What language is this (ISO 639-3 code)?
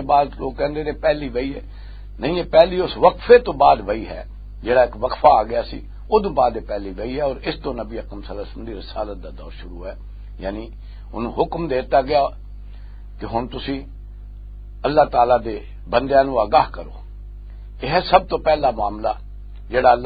lah